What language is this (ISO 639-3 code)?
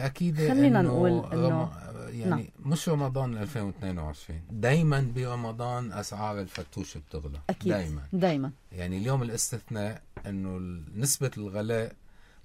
apc